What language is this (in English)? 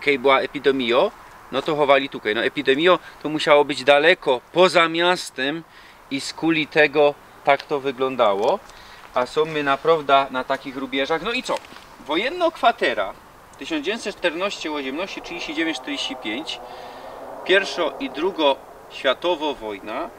Silesian